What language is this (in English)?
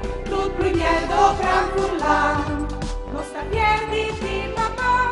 Friulian